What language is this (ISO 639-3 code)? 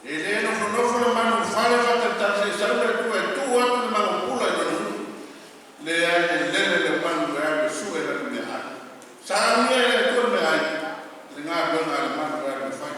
smo